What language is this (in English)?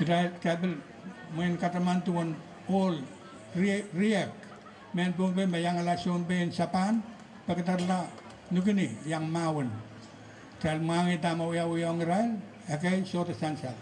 Pohnpeian